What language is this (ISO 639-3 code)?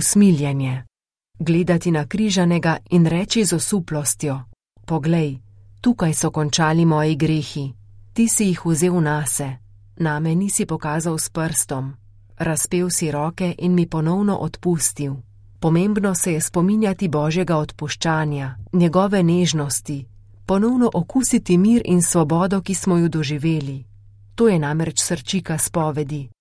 slv